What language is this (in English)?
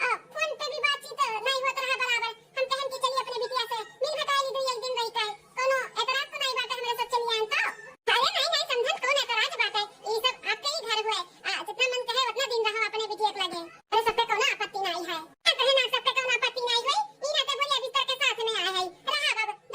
Awadhi